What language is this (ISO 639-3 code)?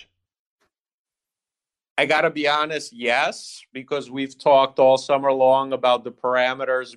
eng